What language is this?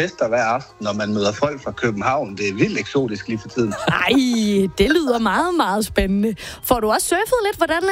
Danish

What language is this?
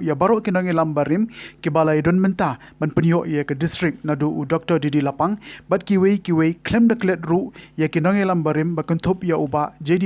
Khasi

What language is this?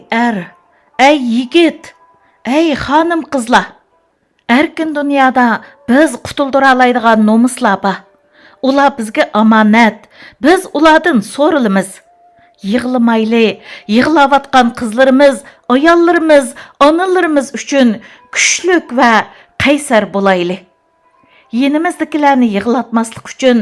Uyghur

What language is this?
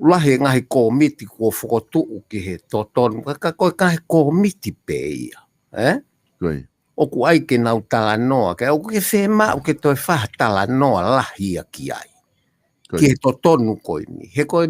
Tongan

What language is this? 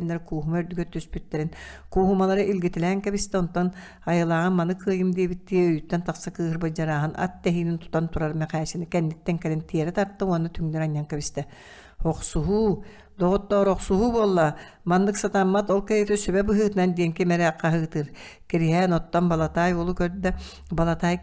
Yakut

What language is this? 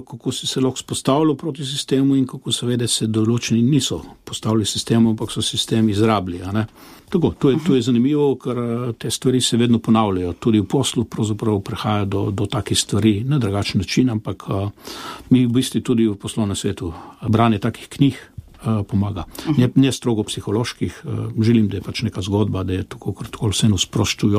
Slovenian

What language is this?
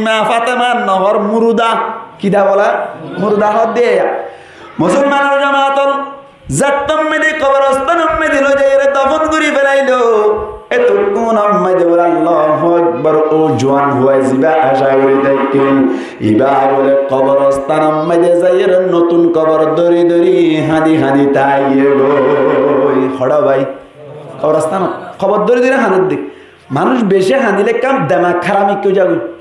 Rohingya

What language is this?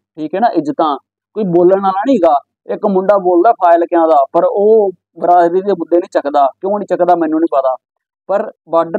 Punjabi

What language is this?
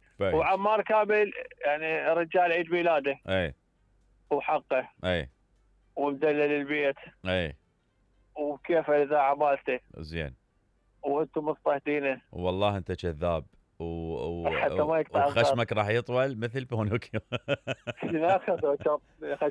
Mesopotamian Arabic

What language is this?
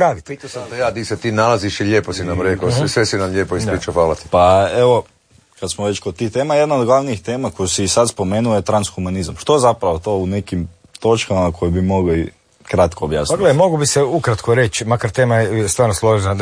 Croatian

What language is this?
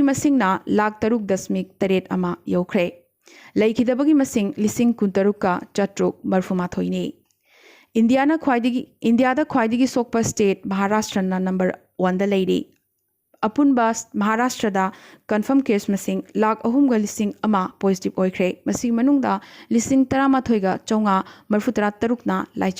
Manipuri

